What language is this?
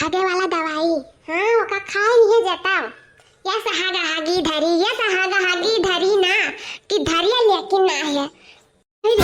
Awadhi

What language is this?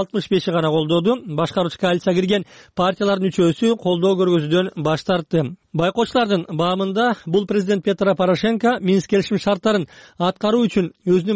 Kyrgyz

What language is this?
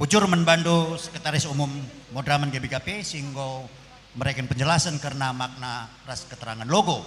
Batak Karo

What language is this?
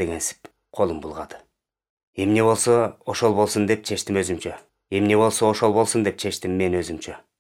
Kyrgyz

